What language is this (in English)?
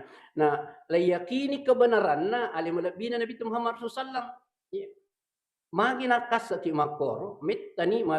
Buginese